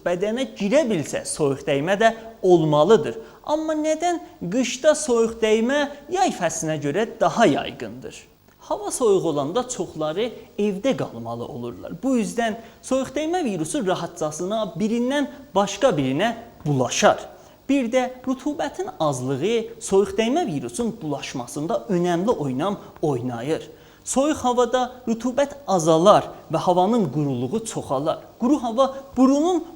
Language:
South Azerbaijani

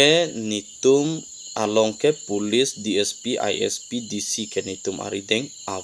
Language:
Karbi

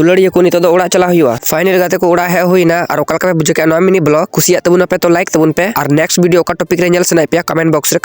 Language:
Santali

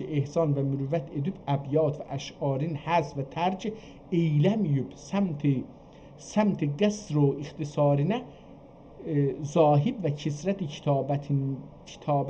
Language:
South Azerbaijani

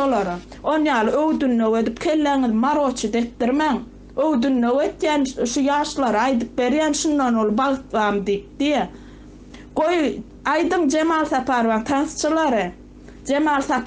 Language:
Turkmen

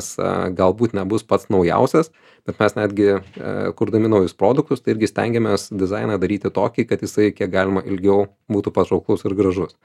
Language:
Lithuanian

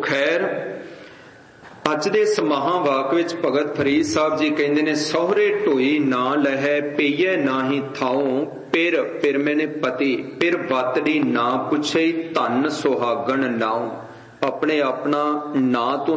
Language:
Punjabi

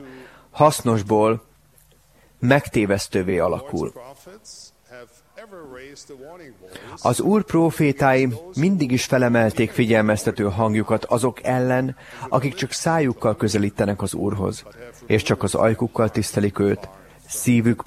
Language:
Hungarian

